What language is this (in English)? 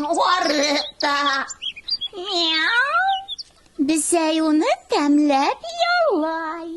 Bashkir